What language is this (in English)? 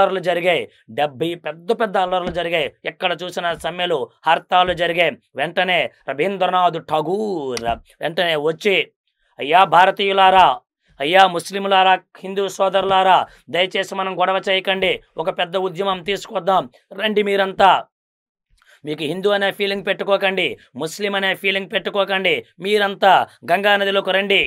Telugu